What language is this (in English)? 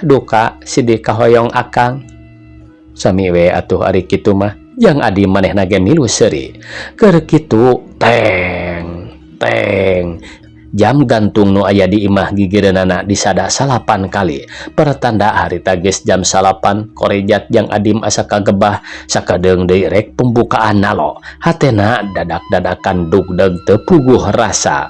Sundanese